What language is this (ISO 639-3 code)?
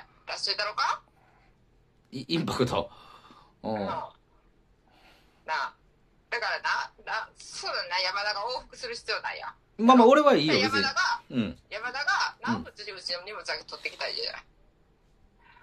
jpn